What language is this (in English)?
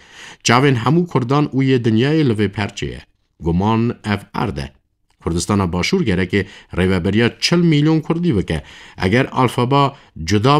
Kurdish